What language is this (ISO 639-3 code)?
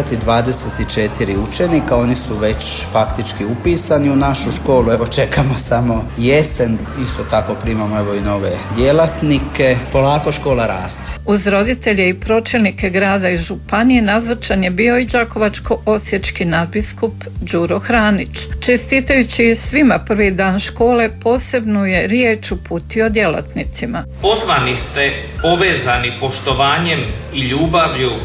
hrv